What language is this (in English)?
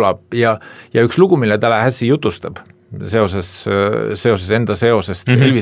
Estonian